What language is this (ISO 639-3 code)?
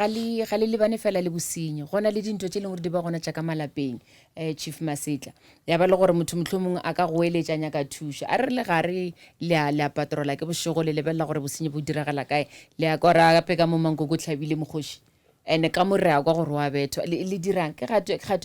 nso